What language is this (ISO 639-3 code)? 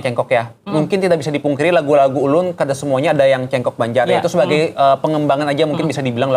bjn